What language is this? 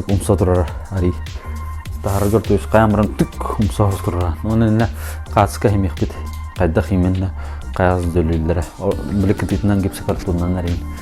Yakut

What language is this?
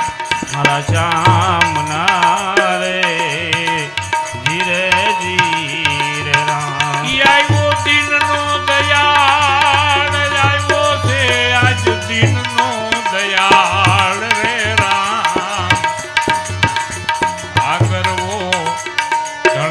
Gujarati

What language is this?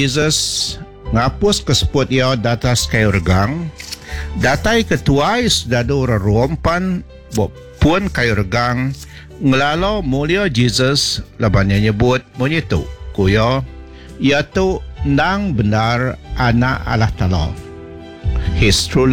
Iban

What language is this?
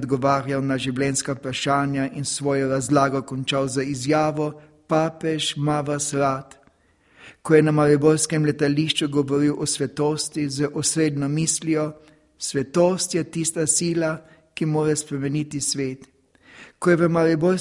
Slovenian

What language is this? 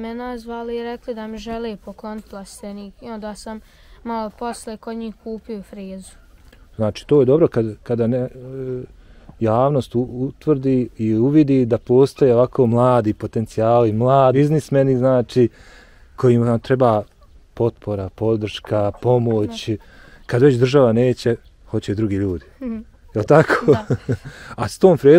Bosnian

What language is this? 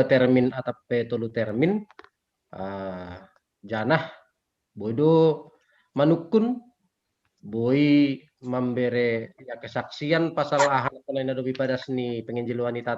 Batak Simalungun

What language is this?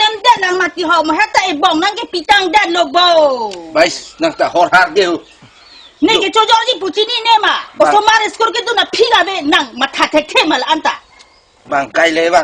Karbi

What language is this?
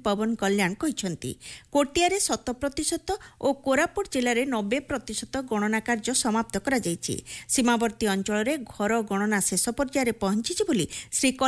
Odia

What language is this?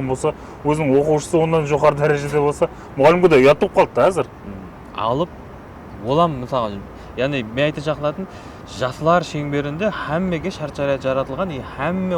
Kara-Kalpak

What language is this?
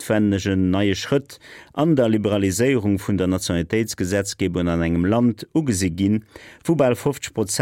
Luxembourgish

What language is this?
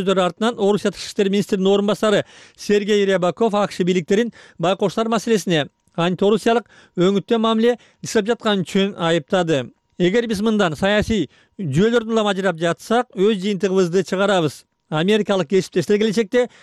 Kyrgyz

